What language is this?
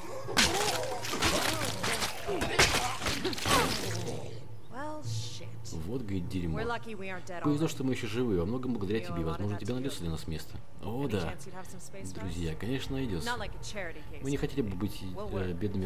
Russian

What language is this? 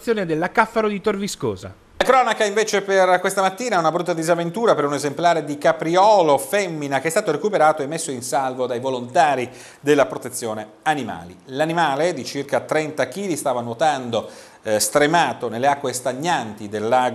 Italian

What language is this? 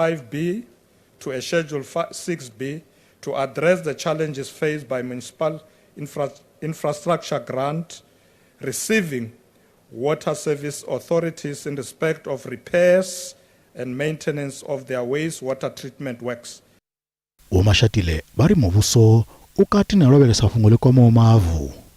Venda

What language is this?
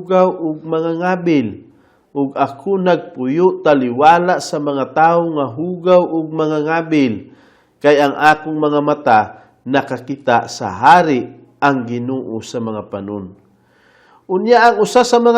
Cebuano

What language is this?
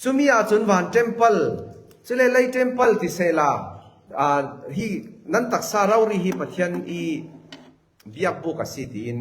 Falam Chin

